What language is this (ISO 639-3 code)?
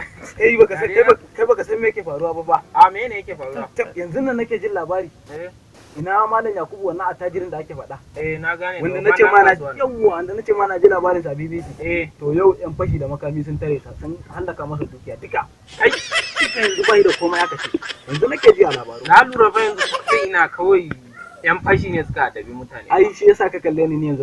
hau